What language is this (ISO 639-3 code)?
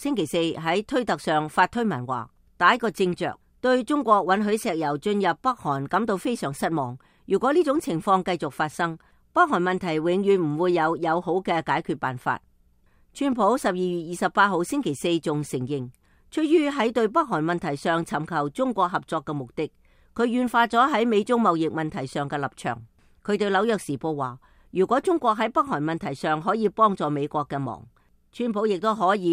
yue